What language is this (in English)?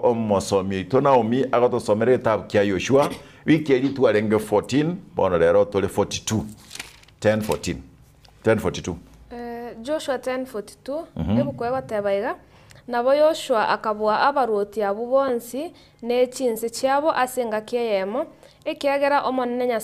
Gusii